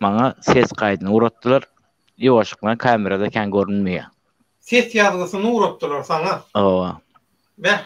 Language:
Turkmen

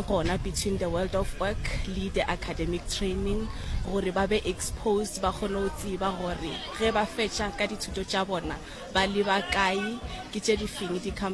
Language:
Northern Sotho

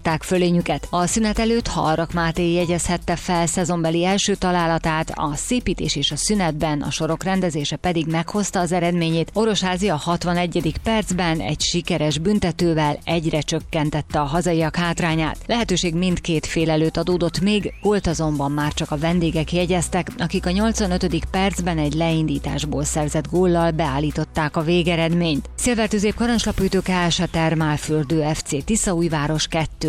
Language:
Hungarian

